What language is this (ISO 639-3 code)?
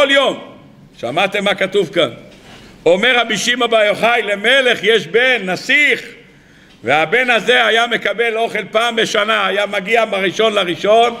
heb